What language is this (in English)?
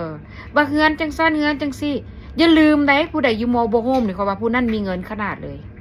Lao